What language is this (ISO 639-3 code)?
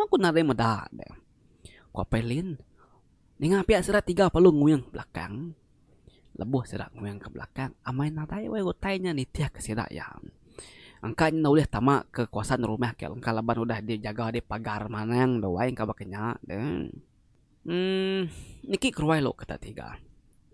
iba